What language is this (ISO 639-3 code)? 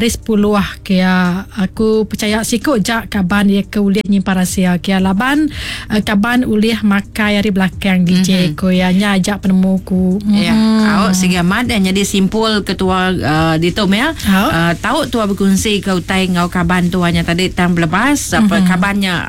iba